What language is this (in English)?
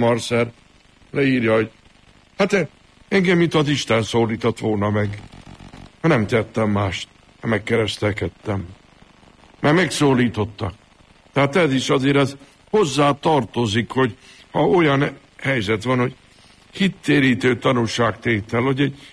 Hungarian